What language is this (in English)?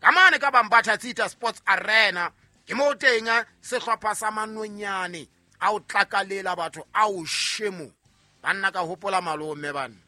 Southern Sotho